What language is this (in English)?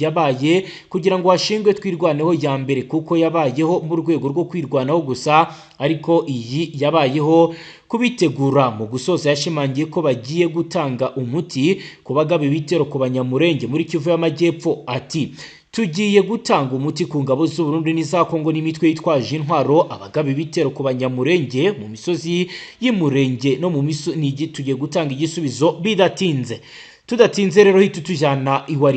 Kinyarwanda